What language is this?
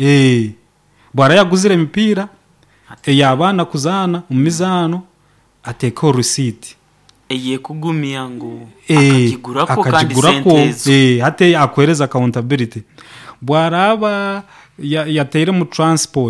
Nyoro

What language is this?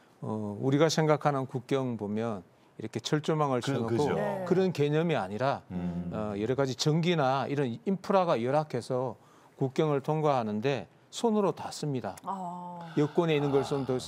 Korean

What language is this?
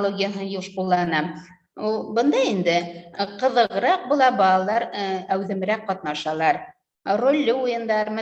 Bashkir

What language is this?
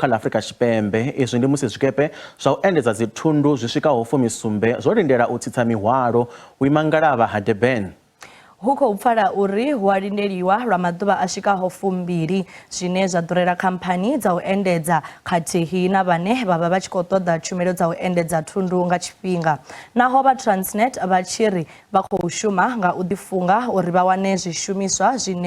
Venda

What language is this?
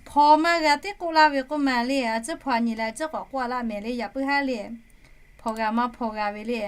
Lahu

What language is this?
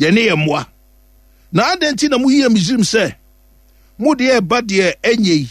Akan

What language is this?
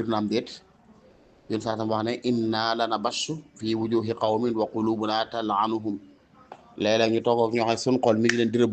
Wolof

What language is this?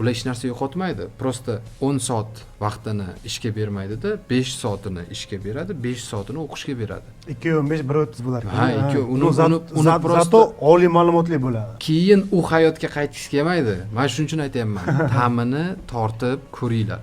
Uzbek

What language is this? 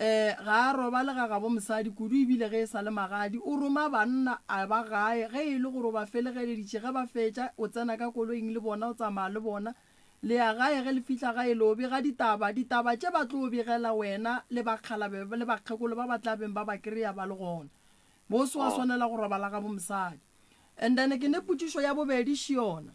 Northern Sotho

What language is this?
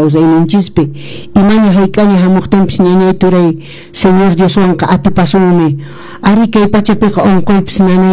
Quechua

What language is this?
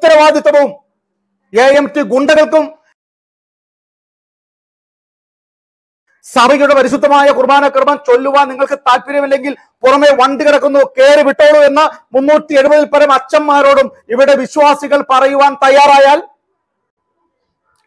Malayalam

